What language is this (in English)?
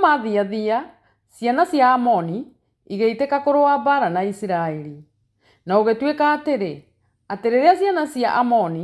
Kikuyu